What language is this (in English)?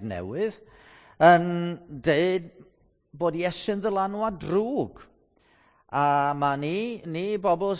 Welsh